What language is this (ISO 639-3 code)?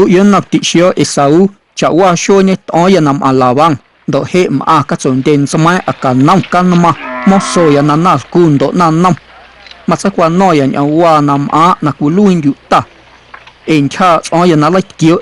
amu